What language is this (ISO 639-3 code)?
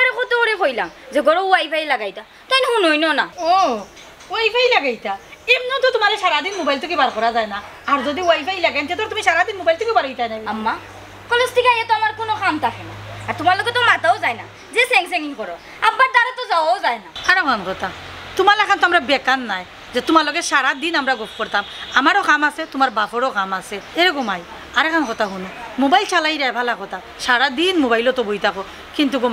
syl